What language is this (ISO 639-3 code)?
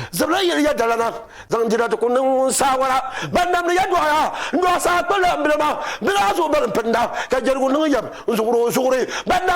dag